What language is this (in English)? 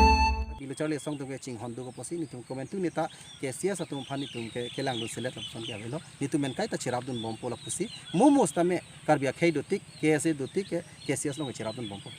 Karbi